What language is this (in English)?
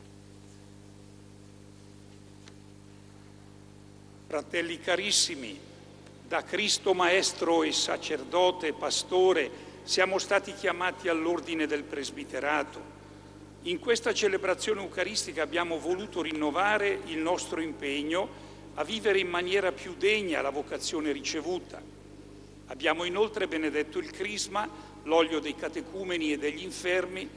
Italian